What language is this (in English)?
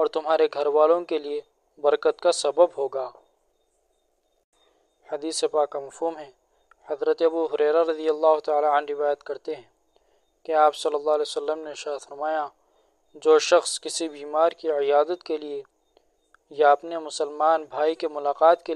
Urdu